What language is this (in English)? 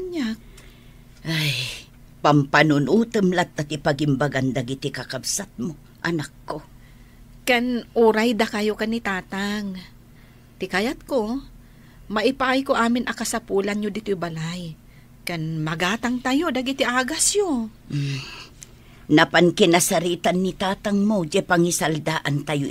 Iloko